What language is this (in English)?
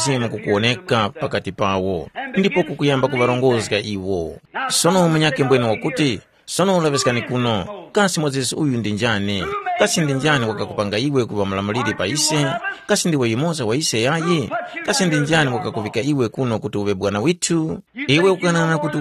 Tumbuka